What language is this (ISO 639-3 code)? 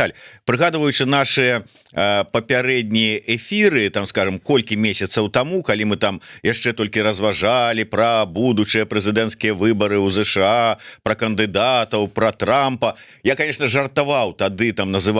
bel